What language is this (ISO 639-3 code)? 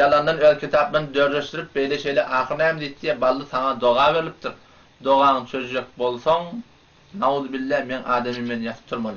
tuk